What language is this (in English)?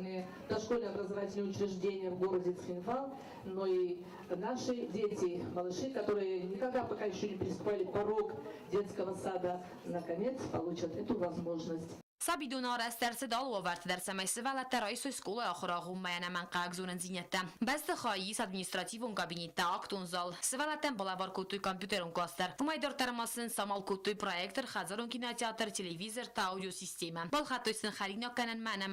Ossetic